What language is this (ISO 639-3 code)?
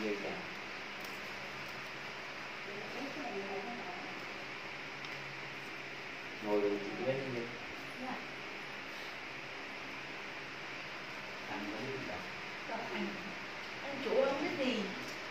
vie